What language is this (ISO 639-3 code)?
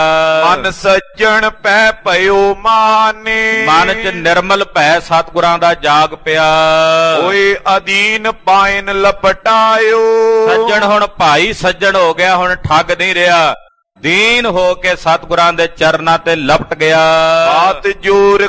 pan